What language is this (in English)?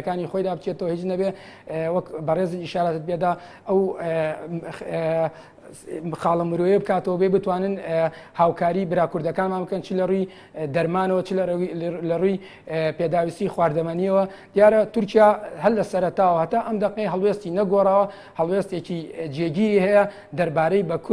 Central Kurdish